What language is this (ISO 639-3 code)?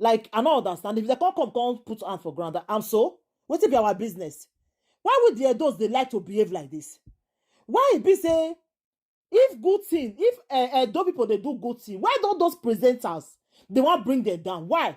pcm